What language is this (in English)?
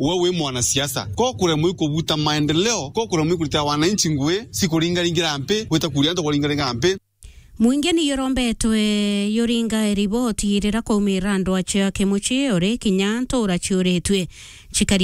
Meru